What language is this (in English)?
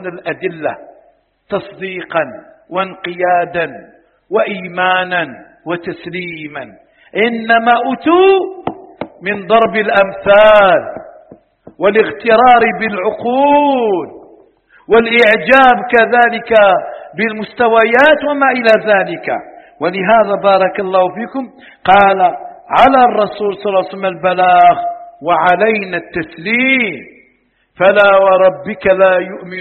Arabic